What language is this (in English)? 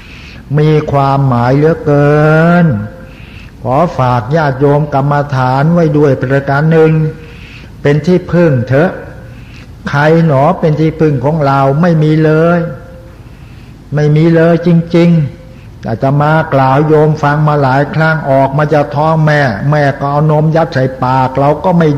Thai